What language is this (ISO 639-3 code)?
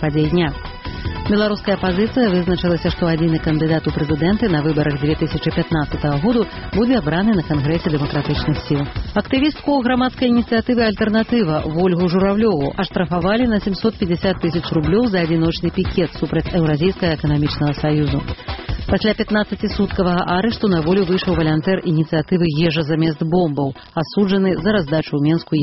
bel